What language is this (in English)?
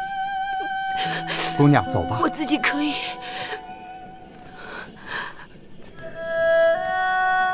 Chinese